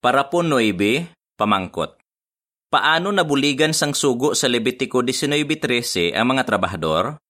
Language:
Hiligaynon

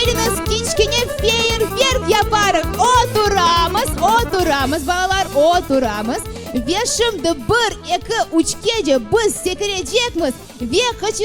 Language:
Crimean Tatar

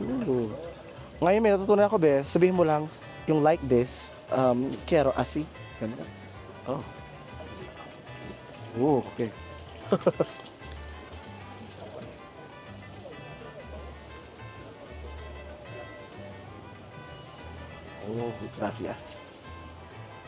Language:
Filipino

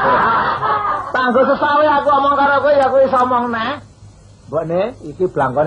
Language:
Javanese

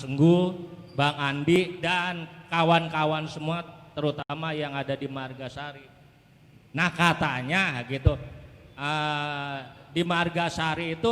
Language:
Betawi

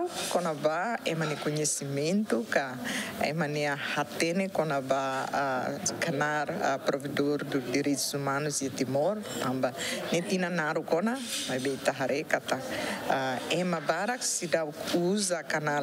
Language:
Tetum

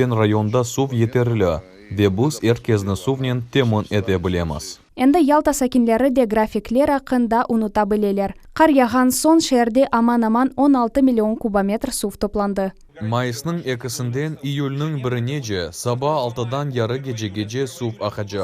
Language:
Crimean Tatar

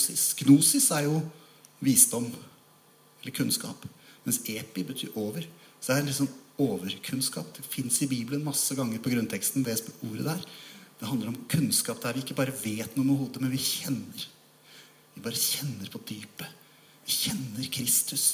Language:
Norwegian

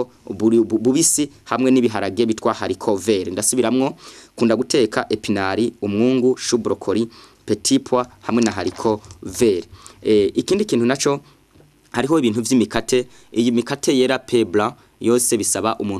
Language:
Rundi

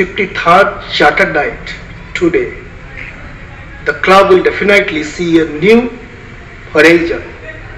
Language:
Odia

